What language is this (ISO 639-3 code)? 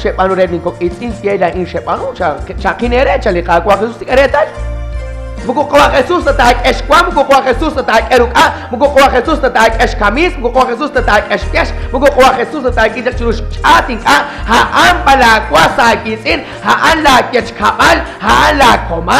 kek